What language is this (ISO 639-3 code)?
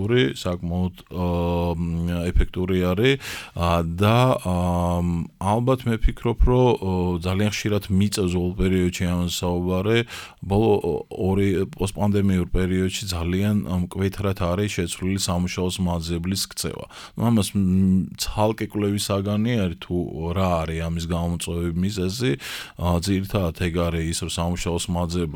kat